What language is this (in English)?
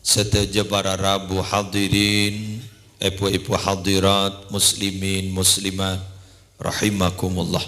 Madurese